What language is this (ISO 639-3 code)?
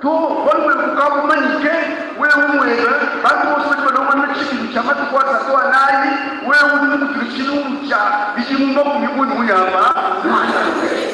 lua